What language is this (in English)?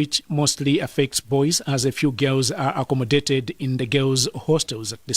English